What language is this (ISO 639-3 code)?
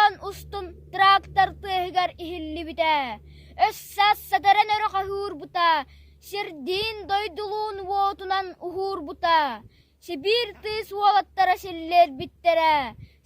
sah